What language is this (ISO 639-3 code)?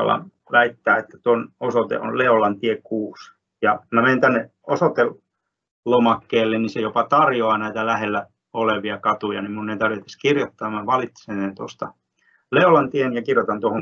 fin